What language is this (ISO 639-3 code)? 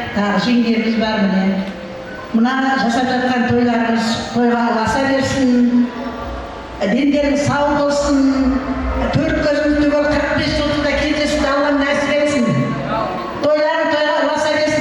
kaa